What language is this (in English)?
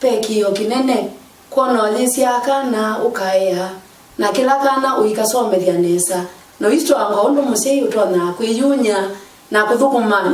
Kamba